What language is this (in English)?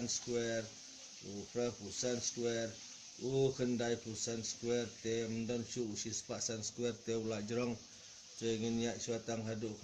Khasi